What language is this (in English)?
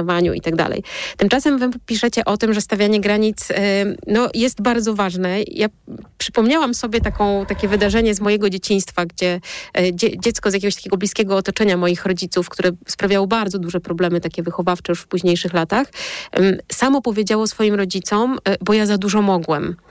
Polish